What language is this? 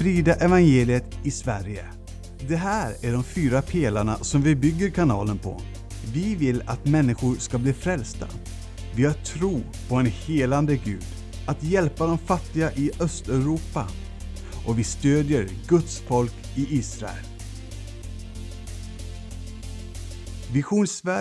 Swedish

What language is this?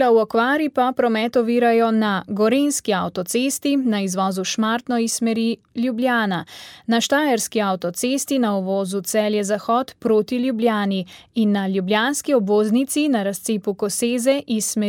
Slovenian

